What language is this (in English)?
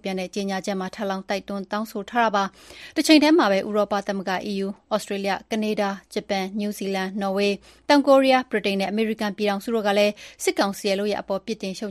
Burmese